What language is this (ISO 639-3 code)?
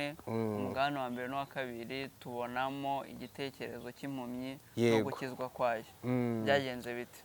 kin